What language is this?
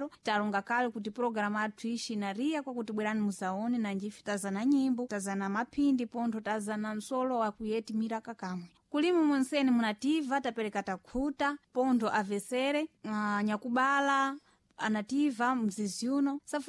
Sena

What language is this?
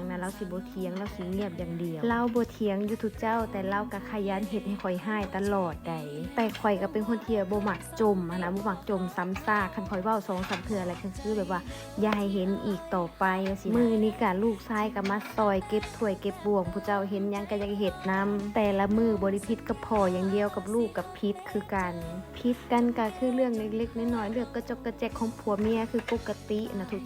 Lao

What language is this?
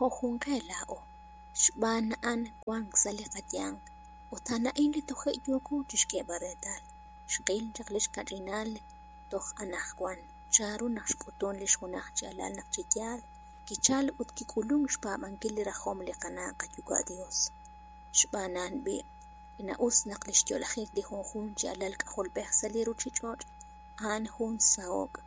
Kekchí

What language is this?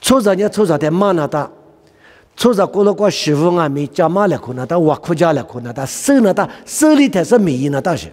Lisu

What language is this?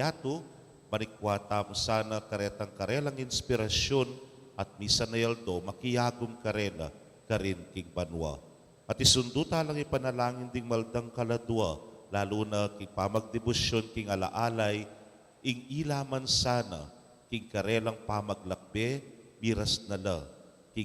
Pampanga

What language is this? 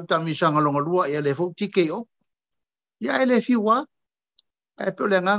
Samoan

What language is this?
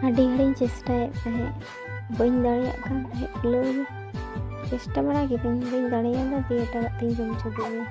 Santali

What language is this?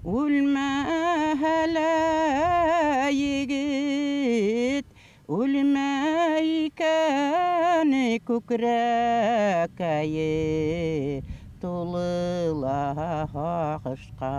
Bashkir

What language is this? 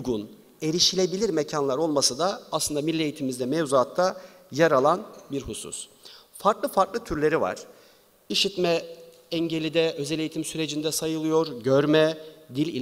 Turkish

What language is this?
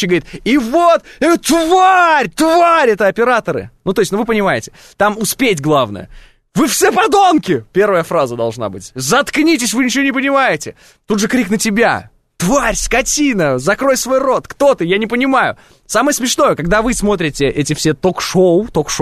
Russian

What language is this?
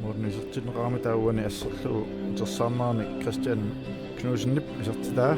Kalaallisut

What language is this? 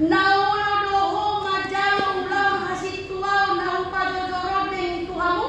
Batak Toba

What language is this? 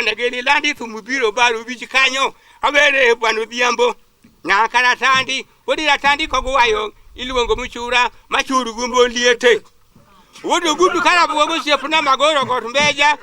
Luo (Kenya and Tanzania)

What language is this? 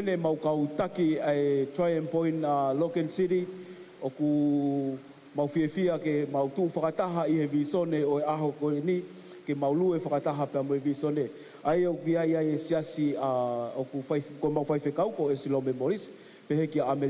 Tongan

